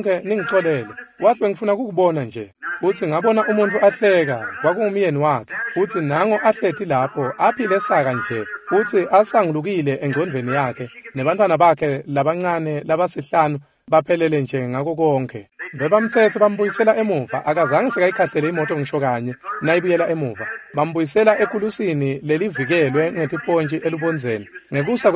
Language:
Swati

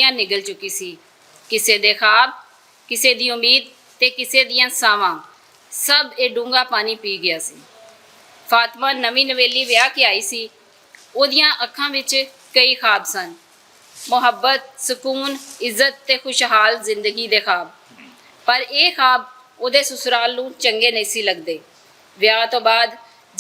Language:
Western Panjabi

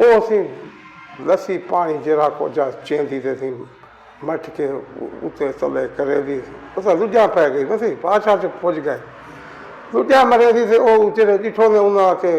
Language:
Saraiki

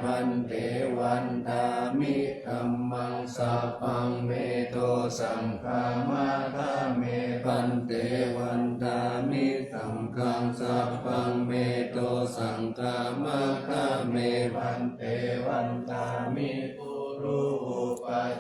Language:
Pali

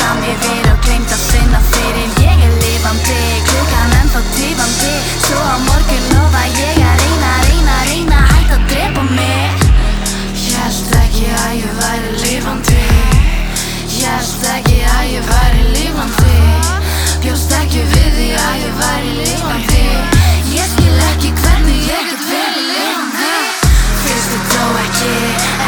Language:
Icelandic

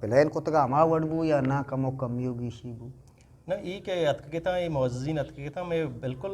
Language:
Eastern Balochi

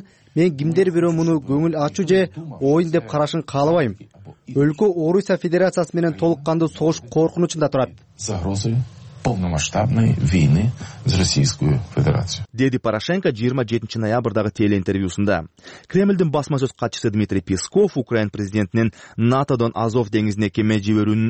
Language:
Kyrgyz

